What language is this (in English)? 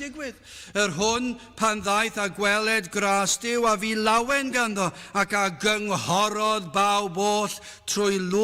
Welsh